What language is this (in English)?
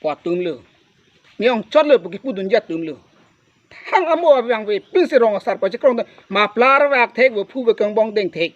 Karbi